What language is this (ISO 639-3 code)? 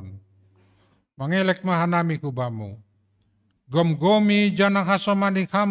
bts